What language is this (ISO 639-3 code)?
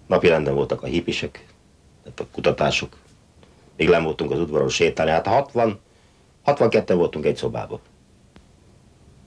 hun